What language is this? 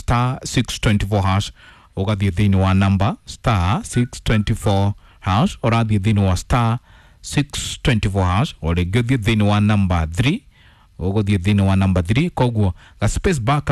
Kikuyu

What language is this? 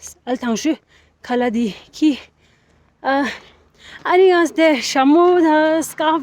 Tibetan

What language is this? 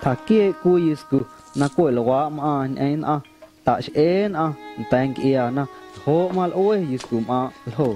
Guerrero Amuzgo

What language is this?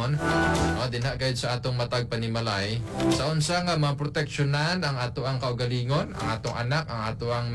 Cebuano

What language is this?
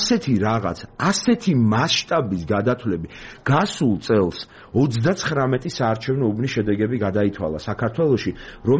Georgian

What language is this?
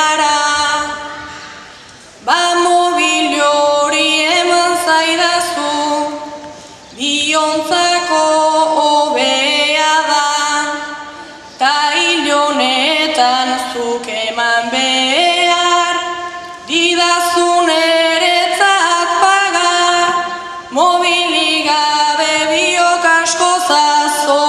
Basque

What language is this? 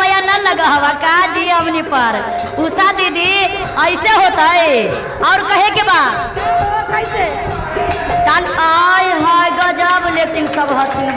Magahi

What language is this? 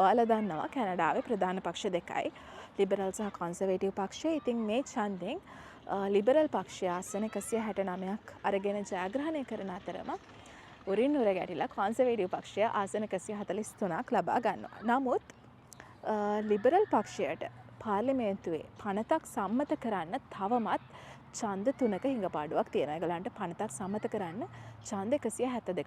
Sinhala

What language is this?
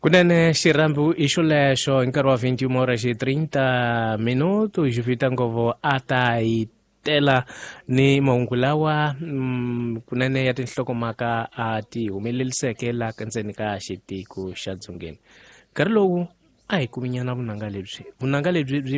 Tsonga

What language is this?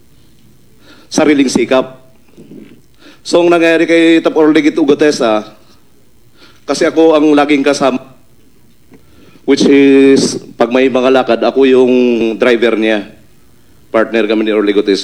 Filipino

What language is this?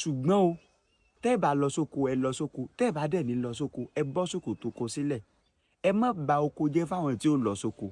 Yoruba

